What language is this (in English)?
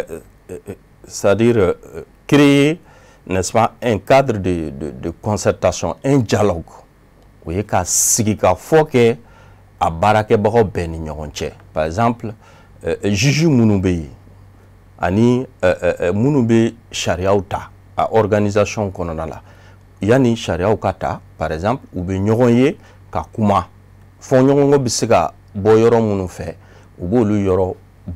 Bambara